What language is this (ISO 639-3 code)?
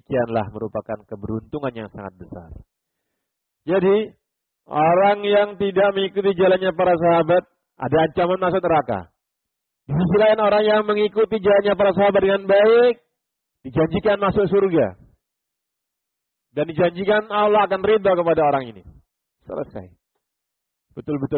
ind